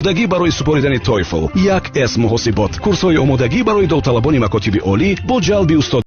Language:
Tajik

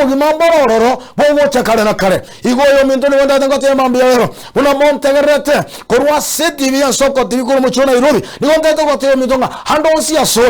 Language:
Gusii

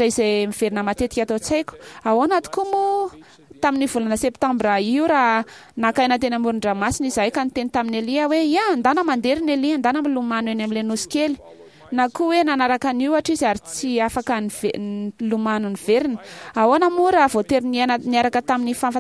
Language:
Malagasy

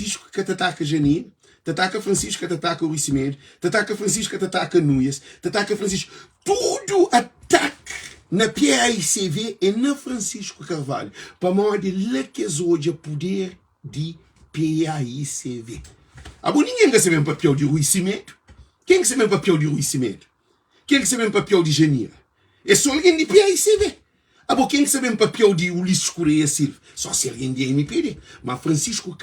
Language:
Kabuverdianu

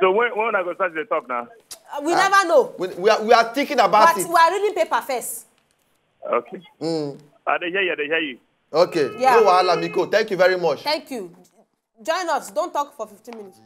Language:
Nigerian Pidgin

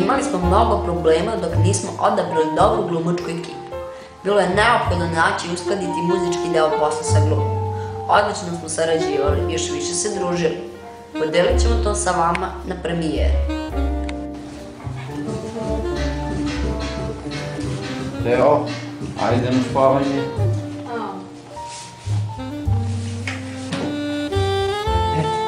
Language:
Serbian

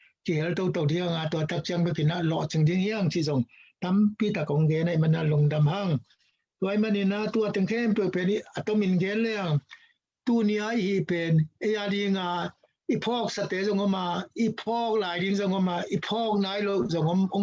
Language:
Tedim Chin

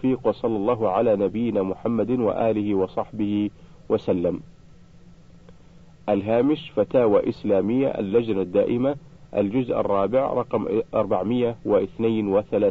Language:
Arabic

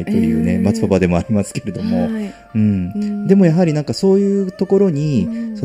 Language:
Japanese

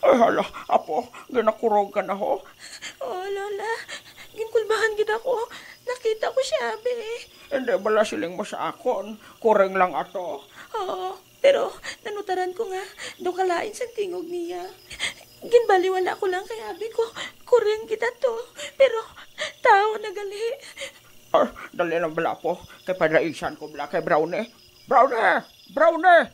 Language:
Hiligaynon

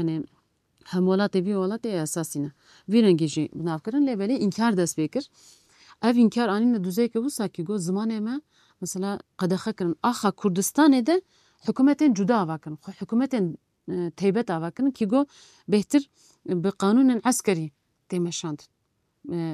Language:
Kurdish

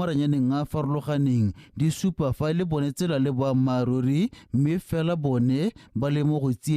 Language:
Tswana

